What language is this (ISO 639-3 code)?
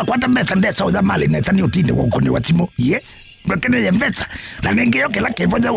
kam